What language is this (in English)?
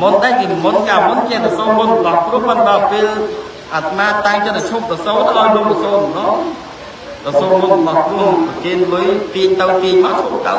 Khmer